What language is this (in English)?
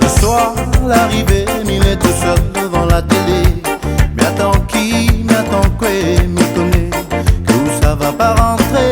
Réunion Creole French